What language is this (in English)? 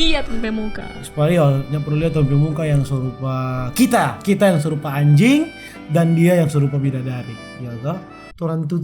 Manado Malay